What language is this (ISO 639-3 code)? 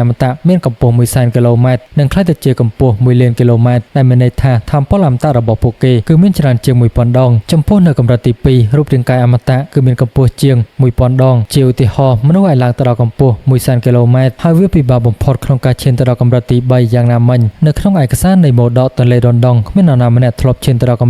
khm